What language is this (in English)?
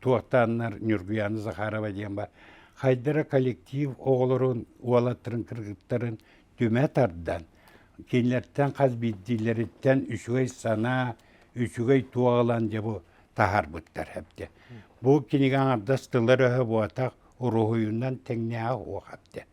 Yakut